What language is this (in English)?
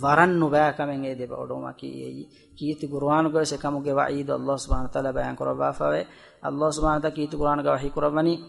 Divehi